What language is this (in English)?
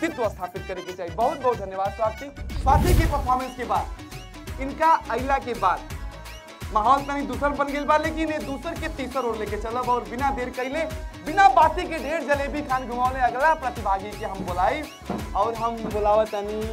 Bhojpuri